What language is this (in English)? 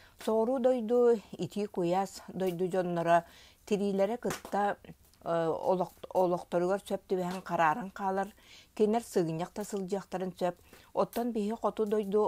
Yakut